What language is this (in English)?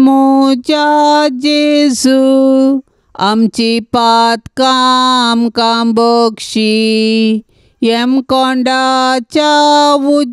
Konkani